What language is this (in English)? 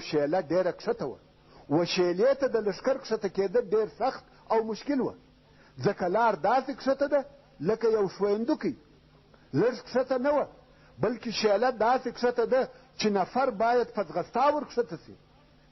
Pashto